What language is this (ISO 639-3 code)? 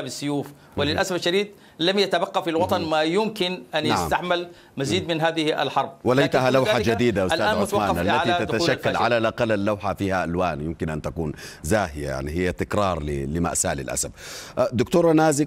ara